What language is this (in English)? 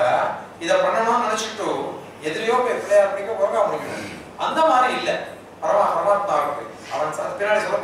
Tamil